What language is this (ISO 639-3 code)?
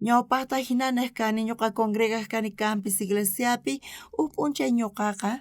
quh